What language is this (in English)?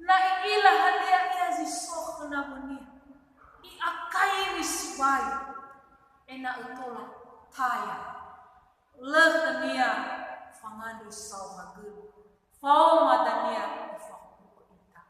Nias